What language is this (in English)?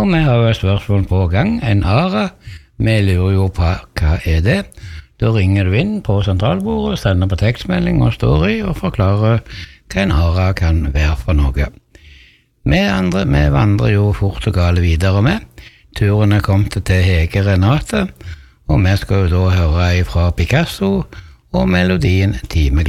Norwegian